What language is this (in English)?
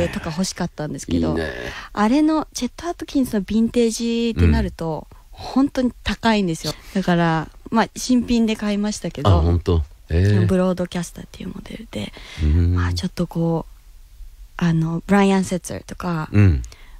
Japanese